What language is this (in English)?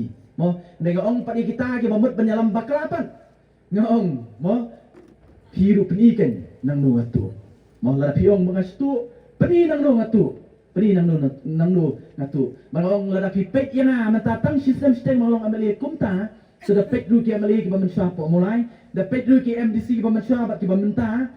Khasi